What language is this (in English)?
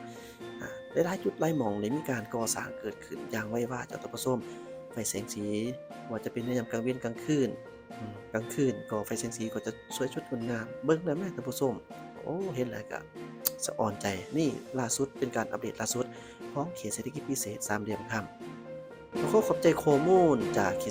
Lao